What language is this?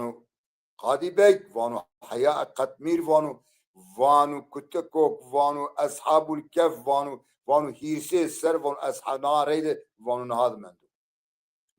Zaza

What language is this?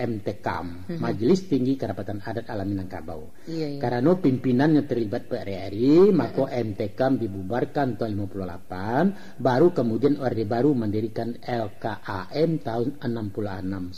Minangkabau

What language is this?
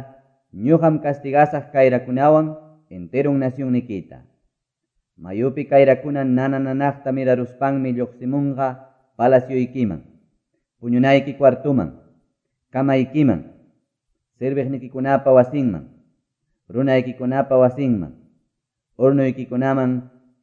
Quechua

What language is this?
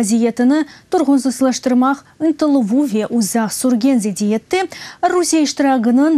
Crimean Tatar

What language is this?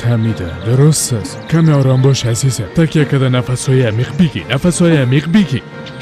Persian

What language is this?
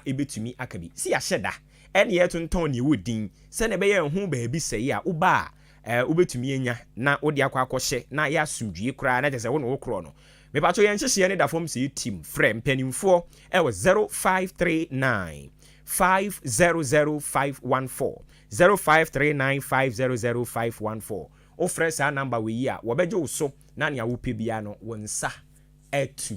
Akan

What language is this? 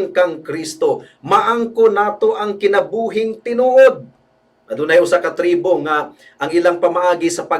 Cebuano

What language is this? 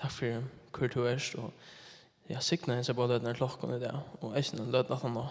Faroese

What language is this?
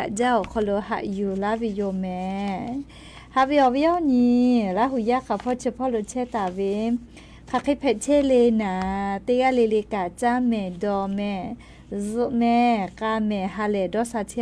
Lahu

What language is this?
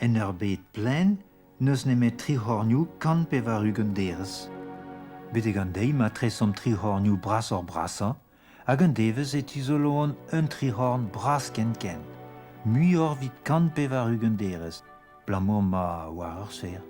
Breton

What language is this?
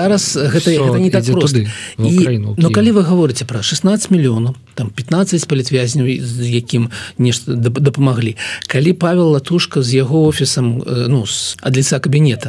Belarusian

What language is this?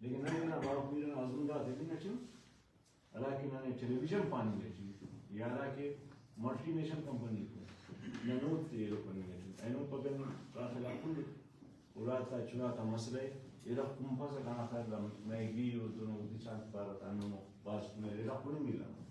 Brahui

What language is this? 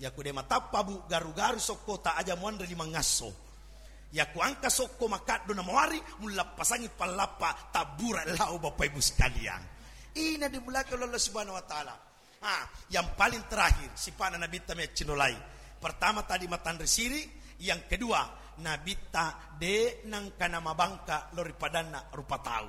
Buginese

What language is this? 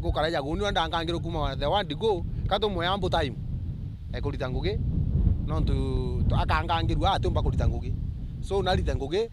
Meru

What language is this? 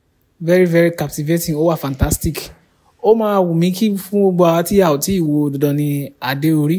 Yoruba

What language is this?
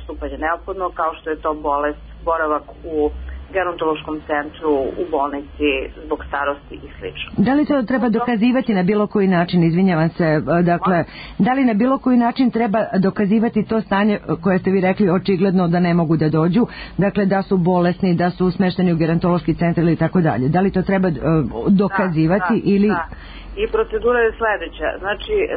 Serbian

